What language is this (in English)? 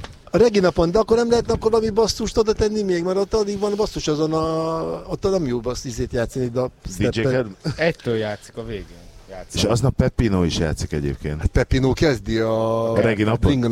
Hungarian